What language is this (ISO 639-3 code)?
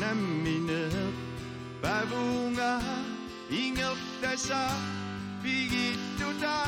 kal